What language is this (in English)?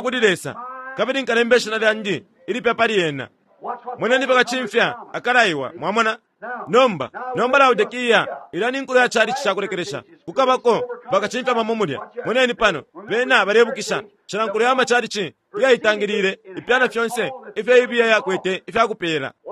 Bemba